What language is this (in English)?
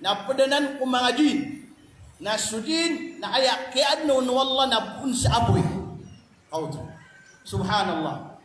Maranao